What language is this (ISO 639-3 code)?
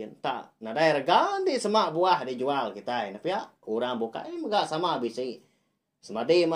iba